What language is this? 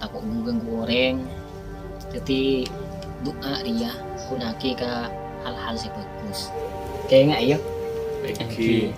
Madurese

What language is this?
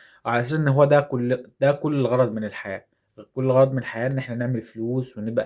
Egyptian Arabic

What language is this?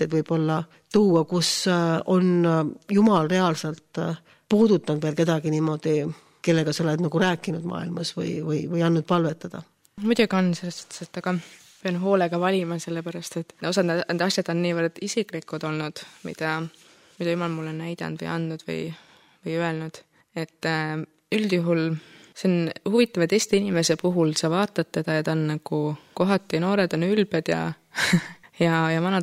Estonian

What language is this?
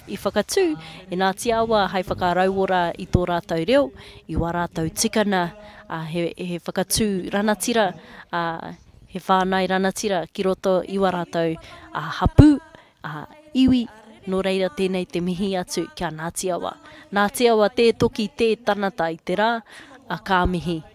Māori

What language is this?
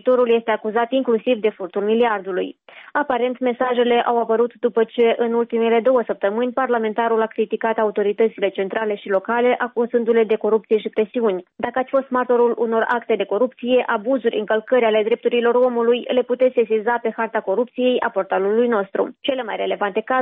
Romanian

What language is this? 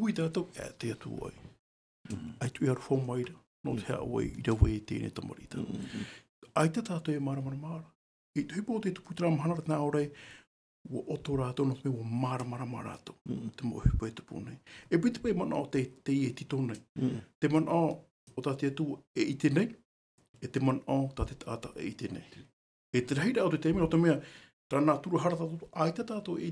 Tahitian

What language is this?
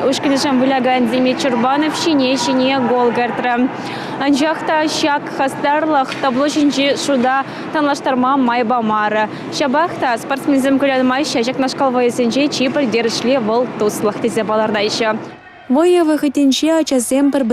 Chuvash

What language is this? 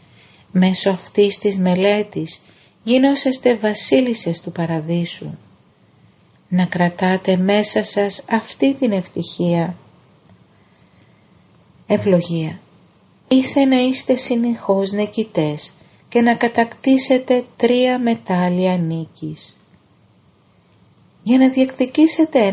Greek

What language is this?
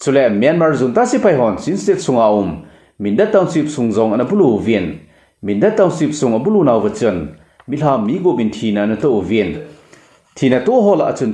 Thado Chin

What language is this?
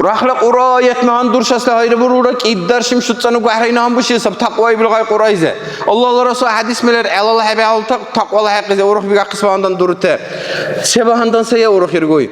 Dargwa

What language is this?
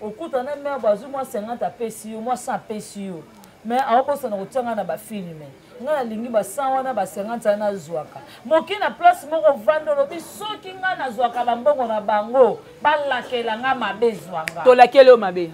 Lingala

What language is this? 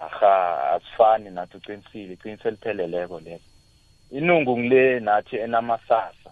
South Ndebele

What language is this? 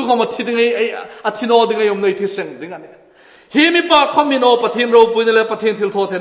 Hmar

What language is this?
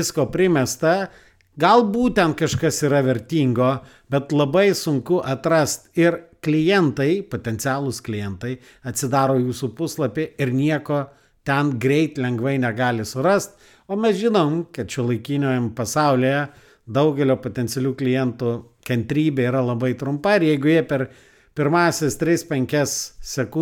Lithuanian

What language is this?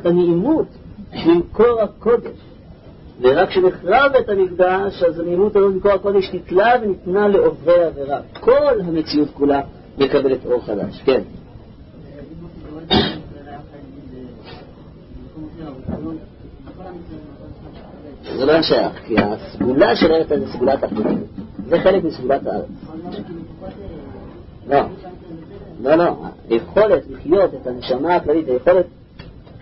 Hebrew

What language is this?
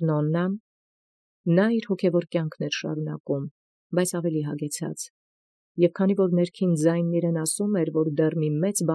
Armenian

